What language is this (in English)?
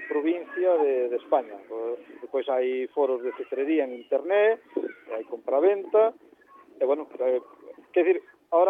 Galician